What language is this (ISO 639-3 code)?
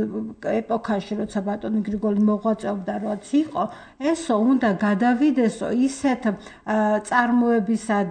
kat